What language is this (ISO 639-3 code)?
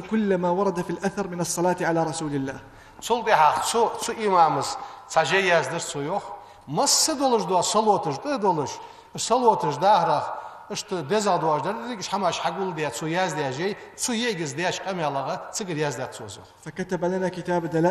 inh